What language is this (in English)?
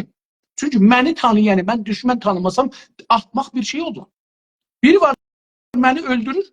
South Azerbaijani